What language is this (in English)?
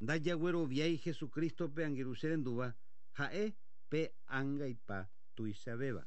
Guarani